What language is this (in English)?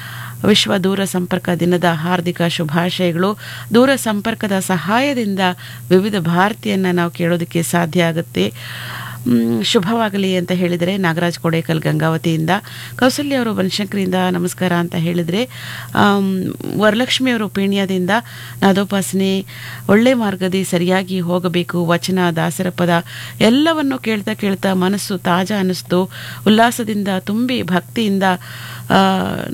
Kannada